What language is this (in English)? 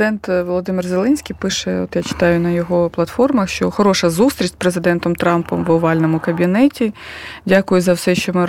Ukrainian